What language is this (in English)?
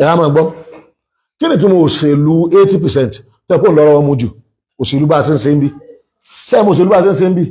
Yoruba